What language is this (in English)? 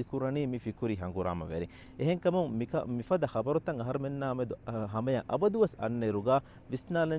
Divehi